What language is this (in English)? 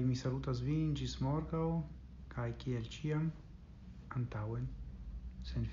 Esperanto